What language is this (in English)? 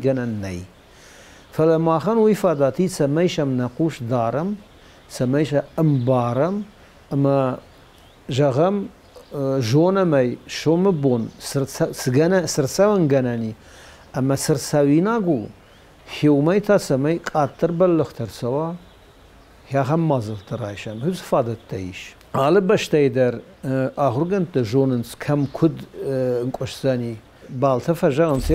Ossetic